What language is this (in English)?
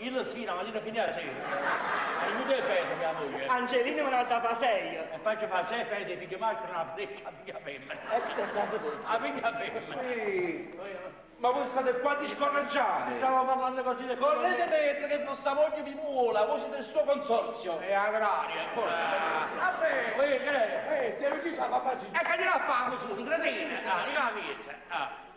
Neapolitan